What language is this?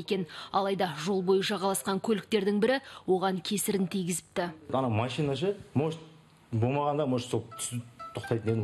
Kazakh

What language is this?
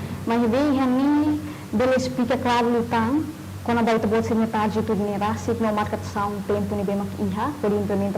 Tetum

